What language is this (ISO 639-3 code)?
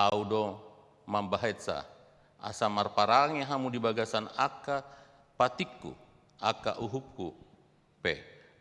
bbc